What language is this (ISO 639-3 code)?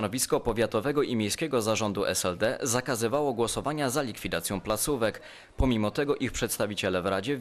pol